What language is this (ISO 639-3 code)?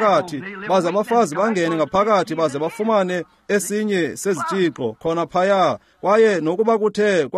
xho